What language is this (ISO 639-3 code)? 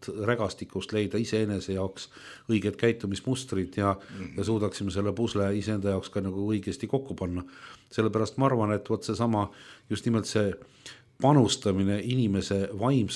est